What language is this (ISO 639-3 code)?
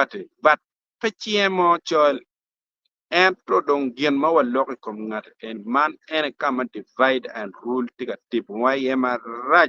ach